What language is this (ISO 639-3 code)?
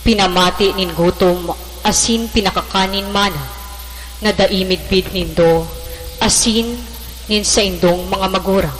bik